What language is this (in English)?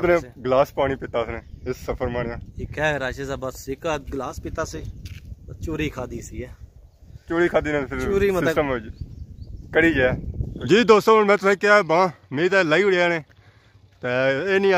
Pahari-Potwari